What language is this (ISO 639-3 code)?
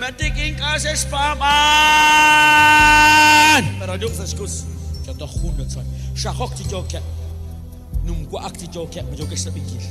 kek